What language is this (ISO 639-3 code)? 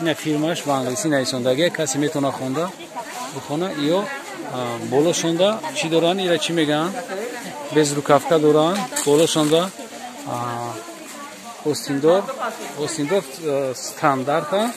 tgk